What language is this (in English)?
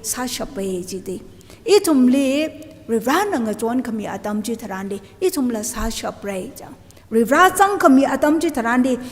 Tangkhul Naga (India)